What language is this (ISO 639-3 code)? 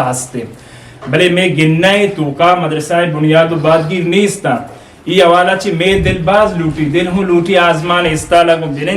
bgp